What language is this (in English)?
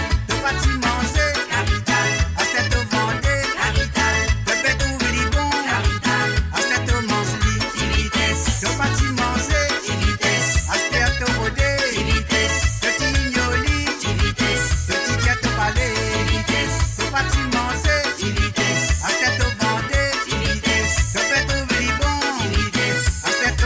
Morisyen